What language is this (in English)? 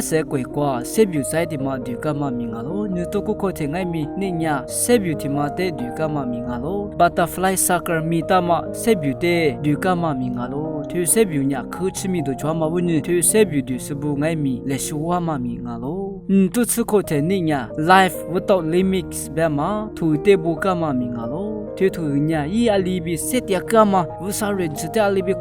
Lisu